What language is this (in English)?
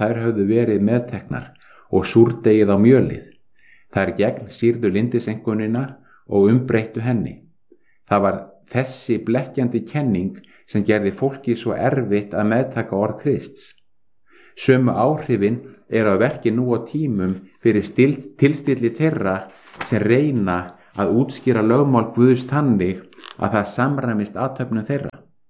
Icelandic